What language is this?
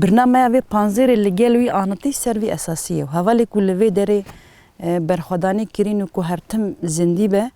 Kurdish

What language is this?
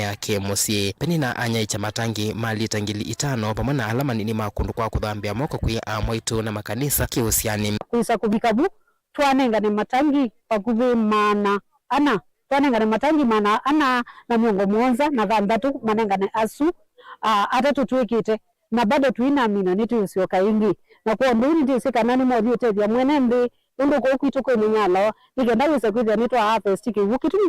Kamba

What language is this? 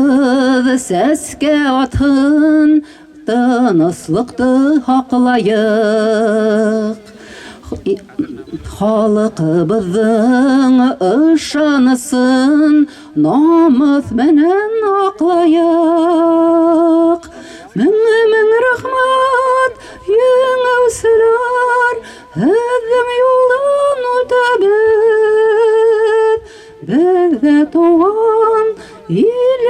Bashkir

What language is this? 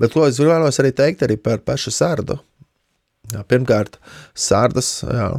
Latvian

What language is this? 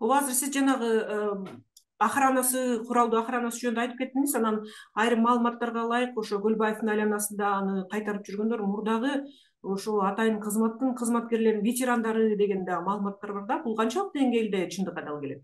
Kyrgyz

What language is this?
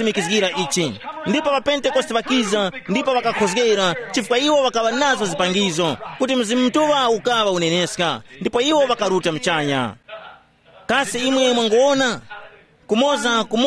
Tumbuka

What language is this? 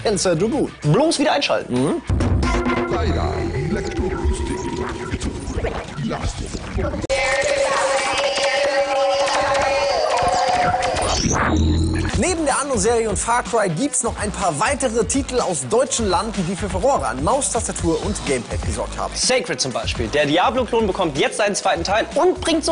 German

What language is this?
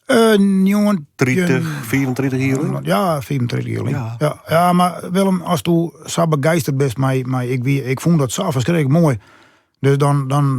Western Frisian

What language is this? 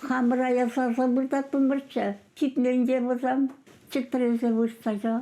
Chuvash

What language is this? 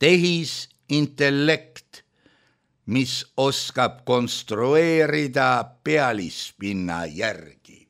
Estonian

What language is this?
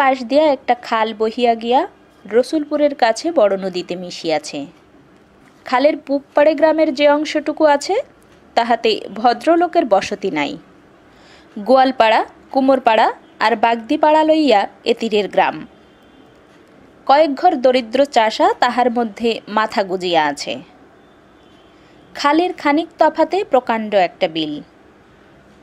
Bangla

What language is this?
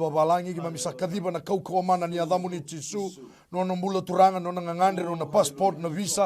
Fijian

